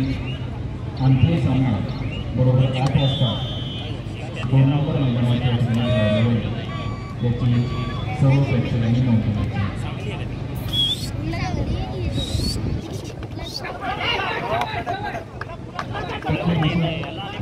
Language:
Marathi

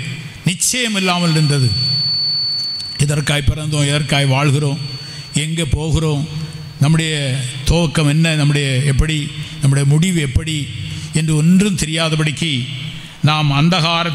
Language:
Tamil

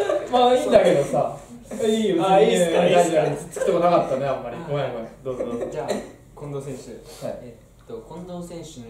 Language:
Japanese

